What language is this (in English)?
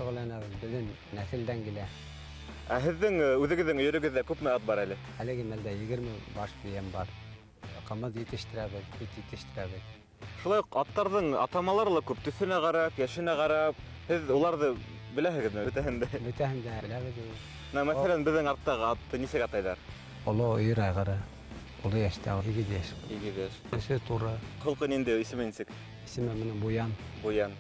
Bashkir